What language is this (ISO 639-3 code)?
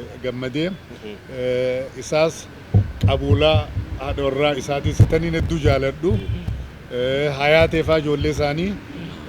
orm